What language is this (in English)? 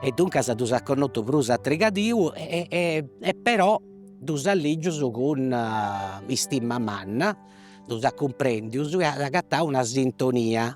Sardinian